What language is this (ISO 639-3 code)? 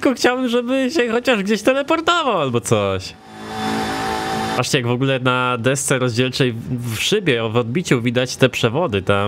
pol